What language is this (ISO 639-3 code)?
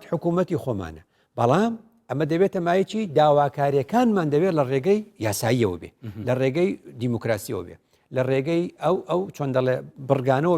ckb